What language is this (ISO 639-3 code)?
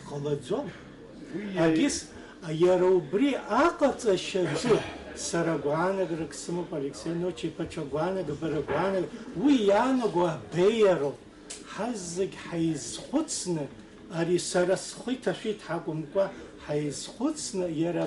abk